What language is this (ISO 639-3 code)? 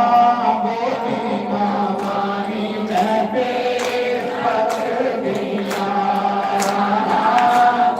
doi